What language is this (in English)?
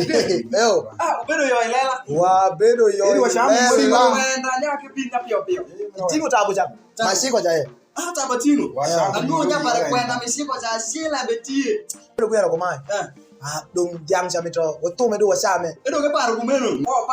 Alur